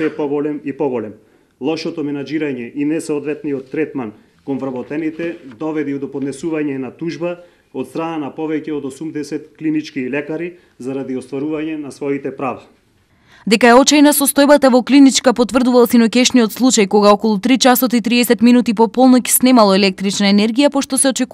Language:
Macedonian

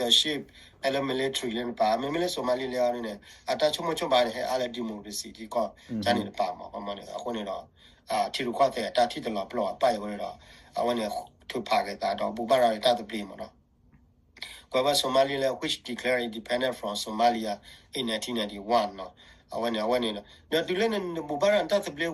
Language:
S'gaw Karen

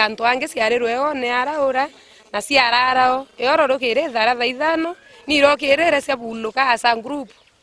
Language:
Meru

